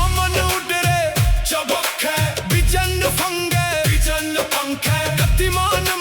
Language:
Dogri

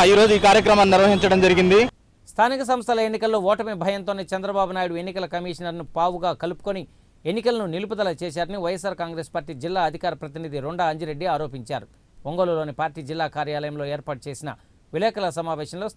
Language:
Telugu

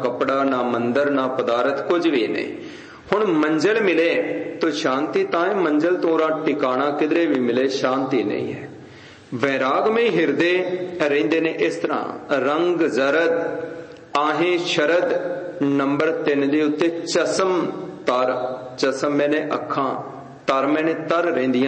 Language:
Punjabi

